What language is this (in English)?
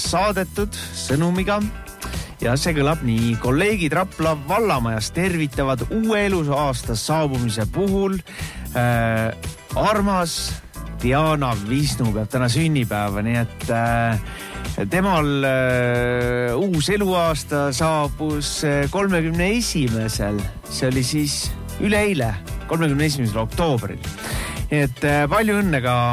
Estonian